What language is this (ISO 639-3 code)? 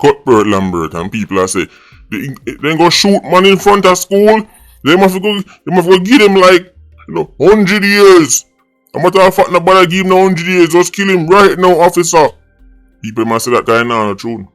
jam